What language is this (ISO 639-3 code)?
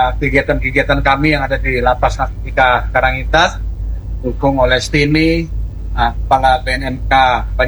ind